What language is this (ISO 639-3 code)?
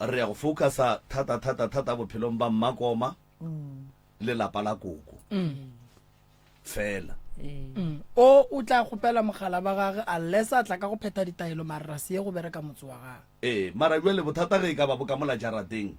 nso